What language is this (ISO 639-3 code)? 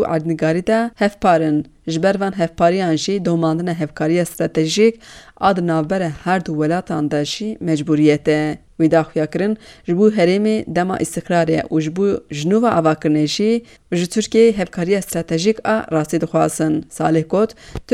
kur